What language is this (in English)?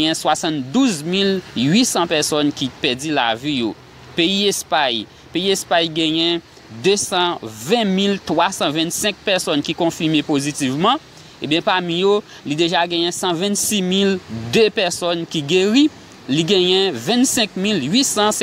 Haitian Creole